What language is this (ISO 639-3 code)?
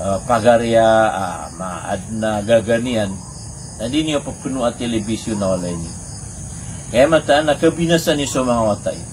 mrw